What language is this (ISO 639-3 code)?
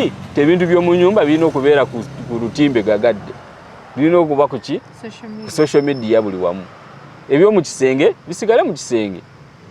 lug